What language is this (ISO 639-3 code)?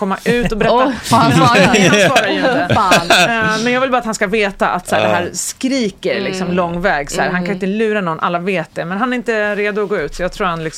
swe